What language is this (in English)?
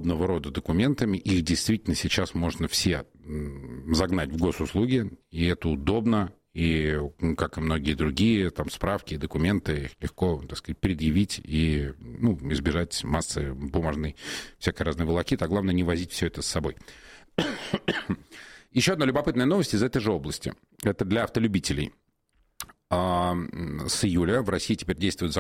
Russian